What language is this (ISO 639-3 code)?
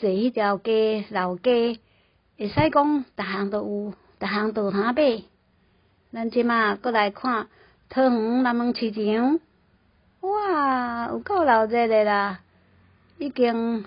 nan